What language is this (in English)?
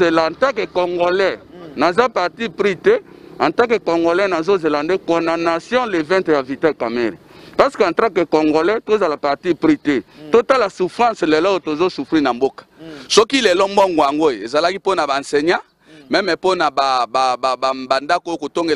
Lingala